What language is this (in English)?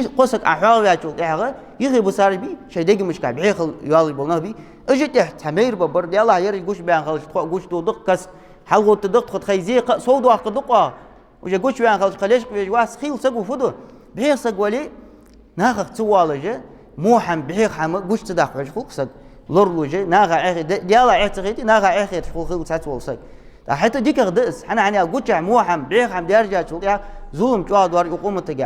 Ingush